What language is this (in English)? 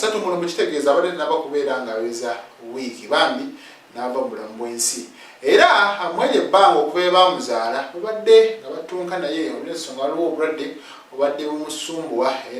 Ganda